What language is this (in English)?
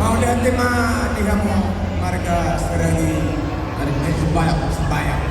Batak Toba